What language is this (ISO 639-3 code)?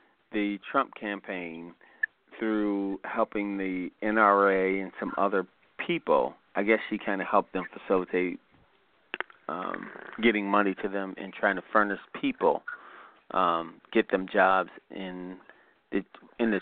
eng